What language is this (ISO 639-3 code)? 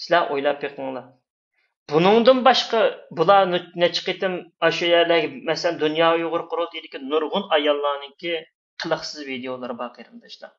uig